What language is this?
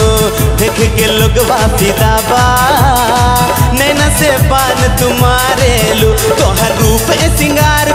Bhojpuri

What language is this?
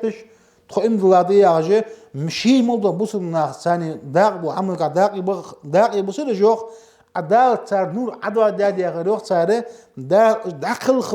Ingush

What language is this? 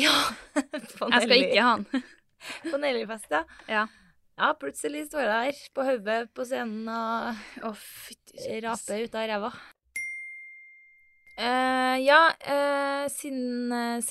Norwegian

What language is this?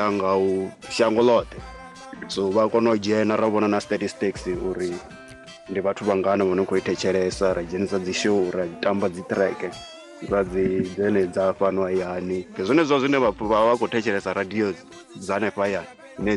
Venda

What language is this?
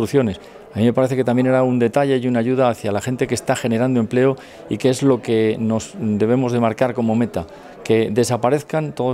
Spanish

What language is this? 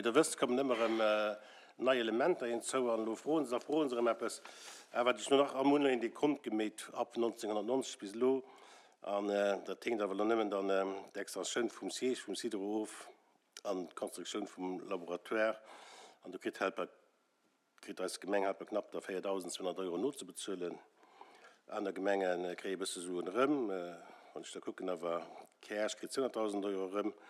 Luxembourgish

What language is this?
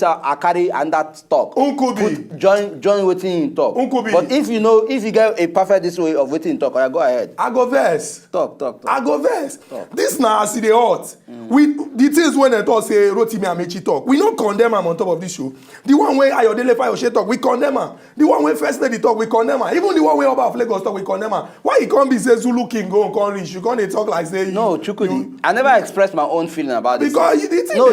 Nigerian Pidgin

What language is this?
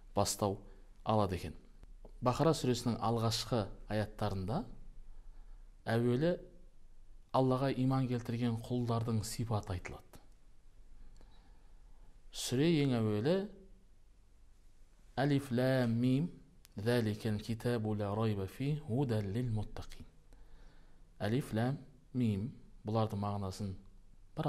Kazakh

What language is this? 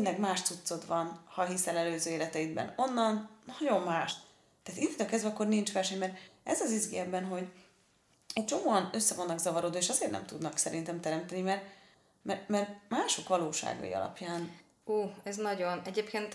Hungarian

